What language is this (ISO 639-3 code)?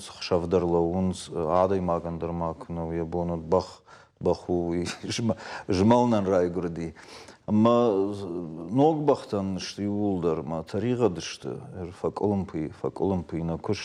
oss